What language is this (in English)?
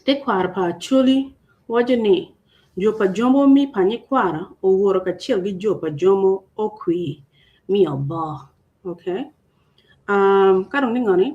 Acoli